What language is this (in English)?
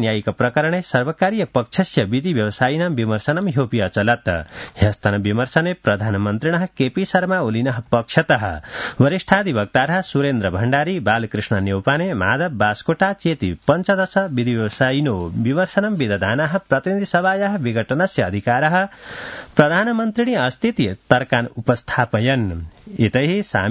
Sanskrit